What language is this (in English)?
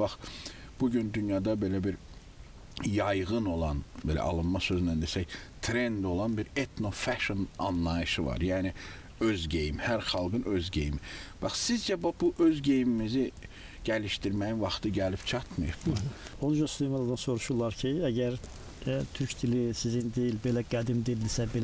Azerbaijani